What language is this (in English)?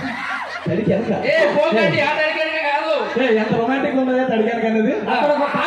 Telugu